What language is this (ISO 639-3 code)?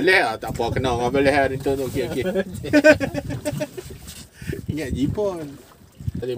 msa